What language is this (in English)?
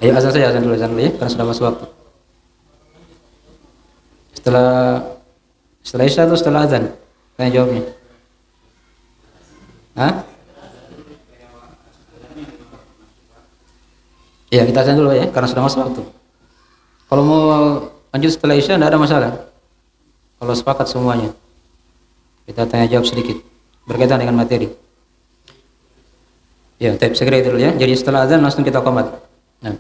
Indonesian